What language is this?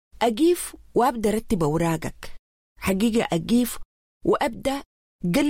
Sudanese Arabic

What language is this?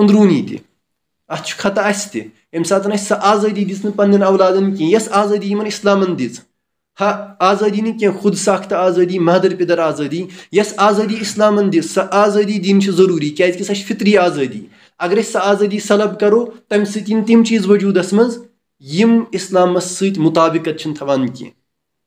Kashmiri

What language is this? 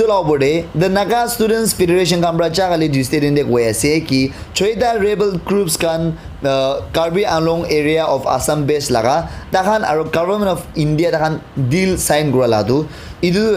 Naga Pidgin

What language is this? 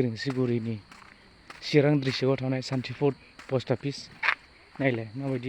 Bodo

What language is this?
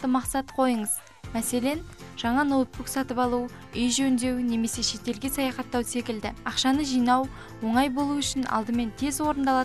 Kazakh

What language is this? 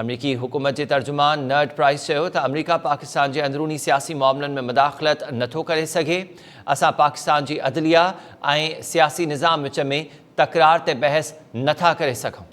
Sindhi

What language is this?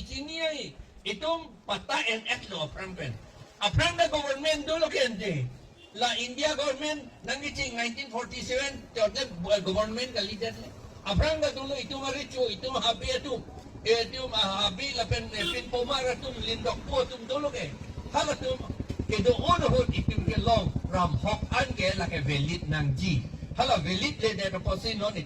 Karbi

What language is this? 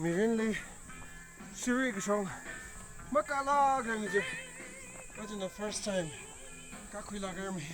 Tangkhul Naga (India)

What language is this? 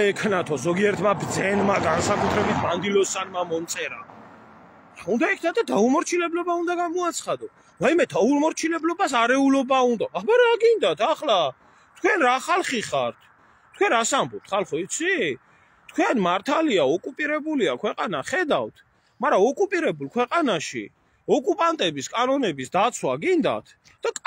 Georgian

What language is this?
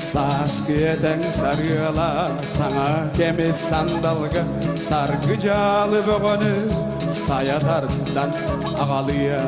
Yakut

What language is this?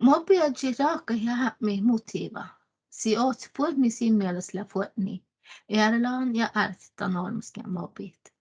Northern Sami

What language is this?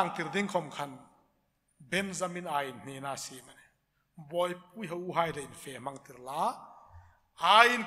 Hmar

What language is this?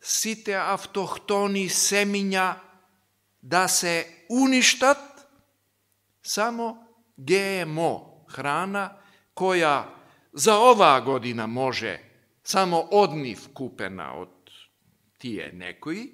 Macedonian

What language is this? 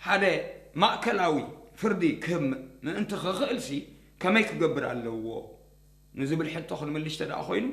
Tigrinya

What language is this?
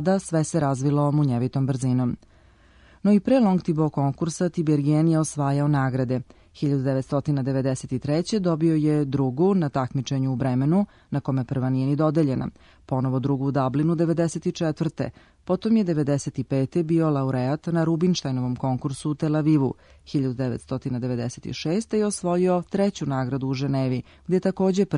Serbian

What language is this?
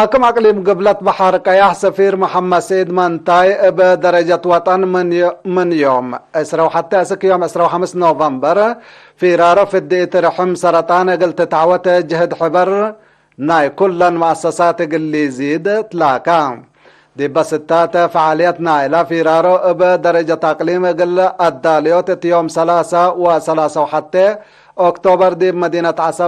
Tigre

